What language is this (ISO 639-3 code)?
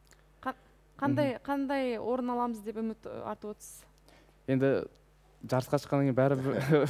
kaz